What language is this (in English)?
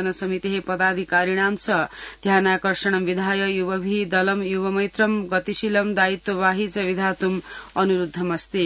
Sanskrit